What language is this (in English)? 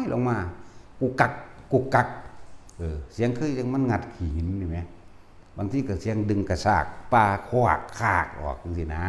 Northeastern Thai